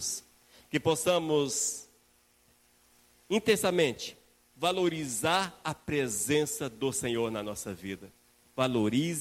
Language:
Portuguese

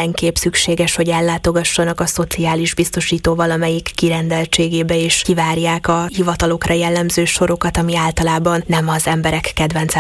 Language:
Hungarian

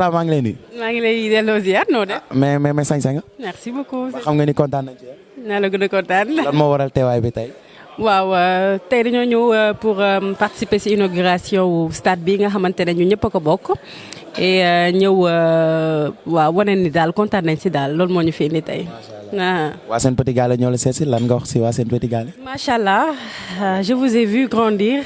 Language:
Wolof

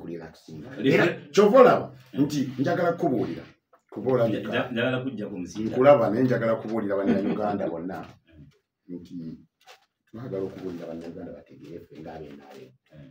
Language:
Ganda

